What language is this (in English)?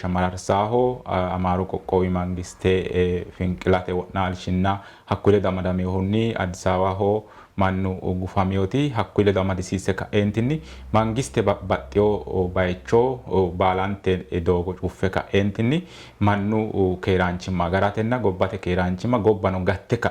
Sidamo